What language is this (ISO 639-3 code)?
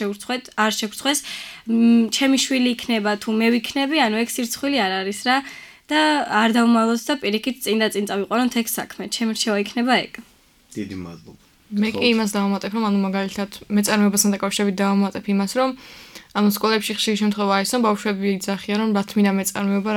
kat